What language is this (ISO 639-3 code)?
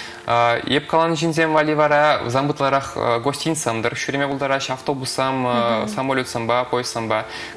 chv